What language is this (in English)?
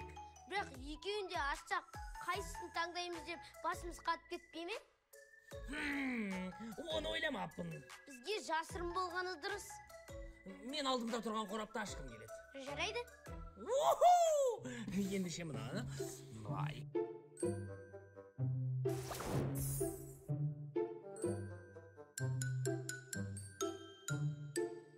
Kazakh